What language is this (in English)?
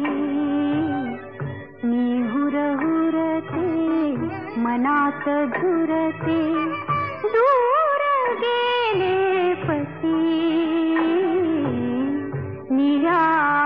Marathi